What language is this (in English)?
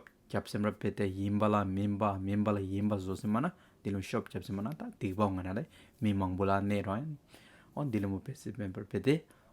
Hyolmo